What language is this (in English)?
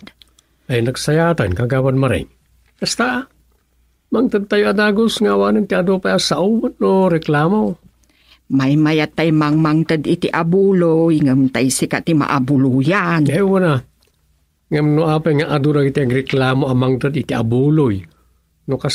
Iloko